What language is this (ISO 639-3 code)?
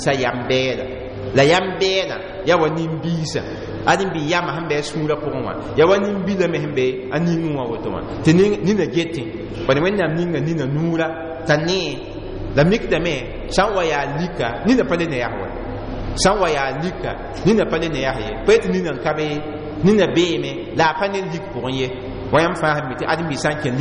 mos